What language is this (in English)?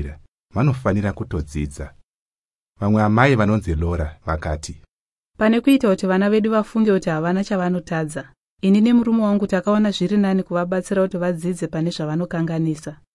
Shona